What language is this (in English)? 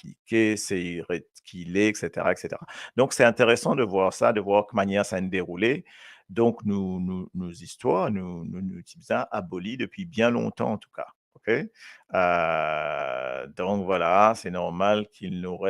Morisyen